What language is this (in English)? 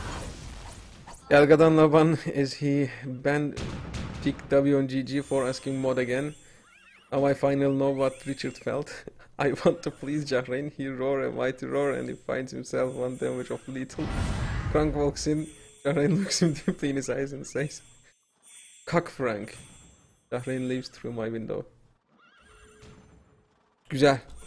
Turkish